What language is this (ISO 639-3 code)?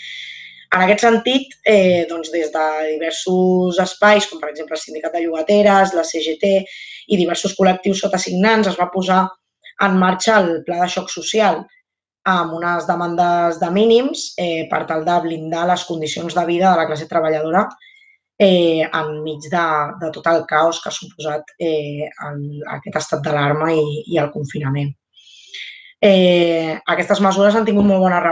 cat